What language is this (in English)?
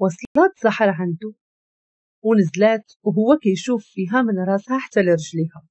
Moroccan Arabic